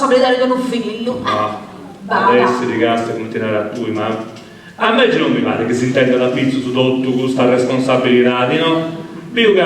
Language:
Sardinian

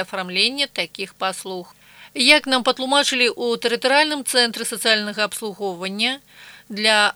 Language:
Belarusian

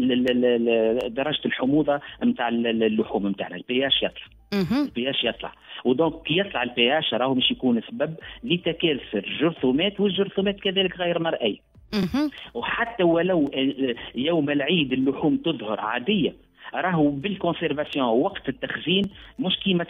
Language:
Tunisian Arabic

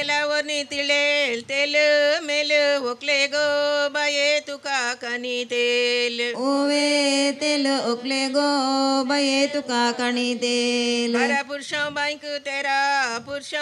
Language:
Konkani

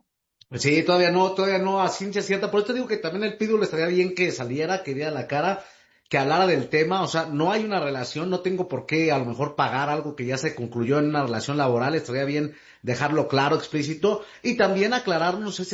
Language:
Spanish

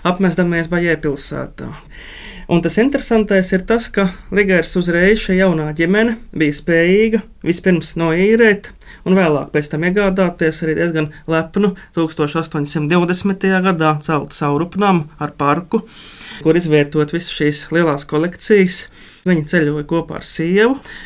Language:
Latvian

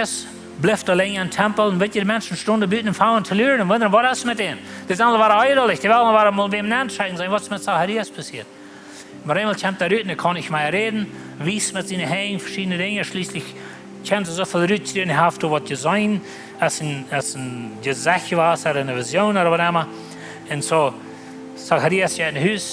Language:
Plautdietsch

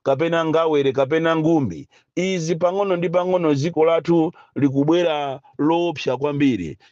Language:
Nyanja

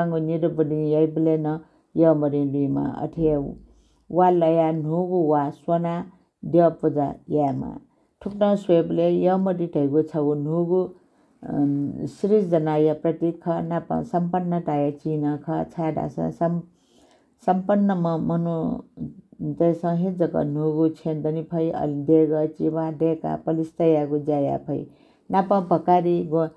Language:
Newari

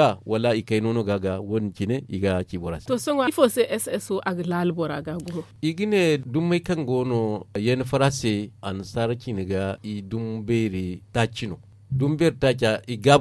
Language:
Zarma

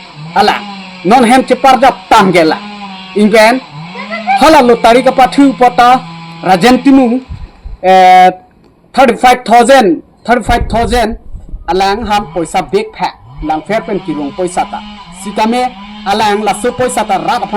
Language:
Karbi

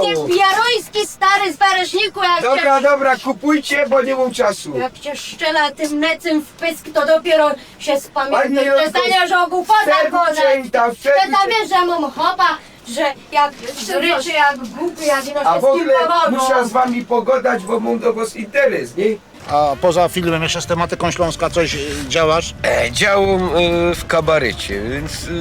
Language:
Silesian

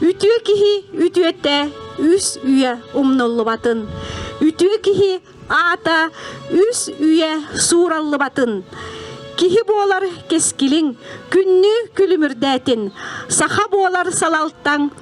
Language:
Yakut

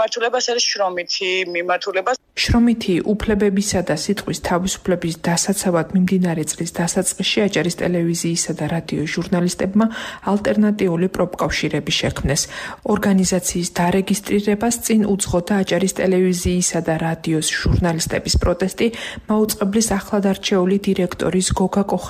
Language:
Georgian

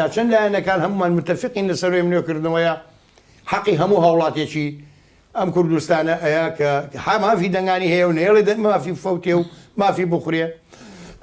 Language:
Central Kurdish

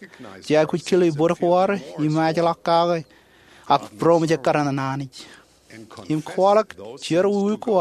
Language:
Marshallese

